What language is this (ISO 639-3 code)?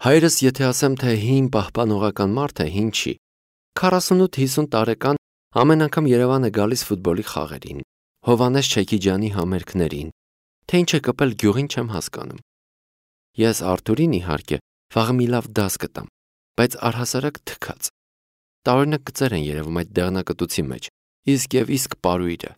hye